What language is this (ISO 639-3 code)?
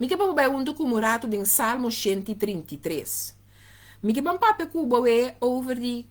pap